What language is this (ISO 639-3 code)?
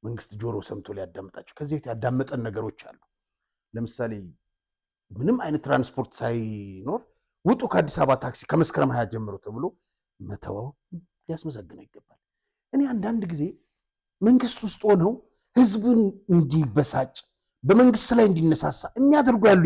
amh